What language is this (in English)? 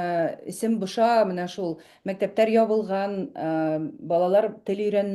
Bashkir